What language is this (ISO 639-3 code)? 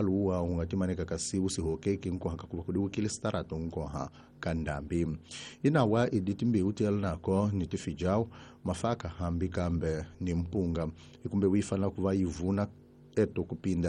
tso